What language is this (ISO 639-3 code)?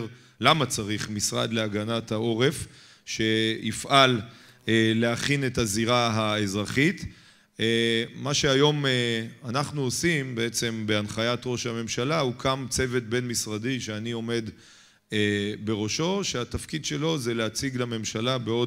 heb